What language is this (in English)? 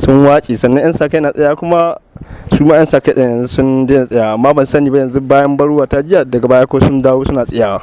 Hausa